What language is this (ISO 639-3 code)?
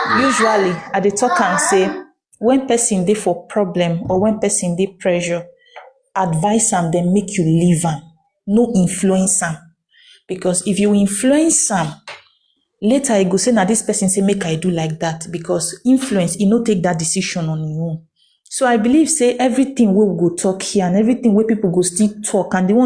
pcm